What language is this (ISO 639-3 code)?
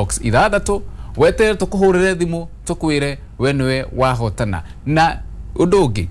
kik